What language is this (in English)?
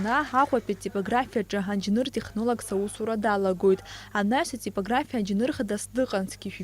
Abkhazian